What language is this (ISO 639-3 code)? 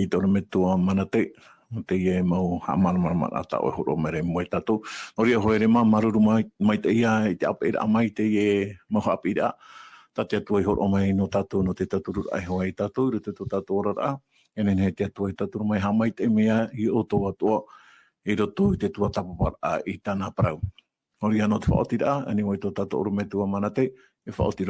tah